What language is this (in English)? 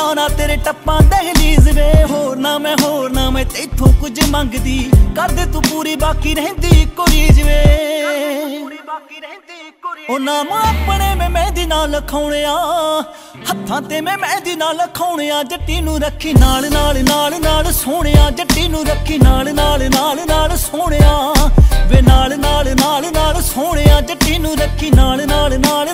Punjabi